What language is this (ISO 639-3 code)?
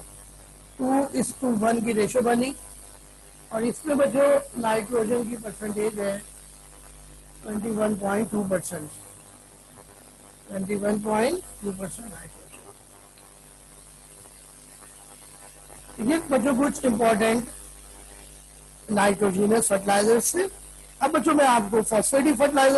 hin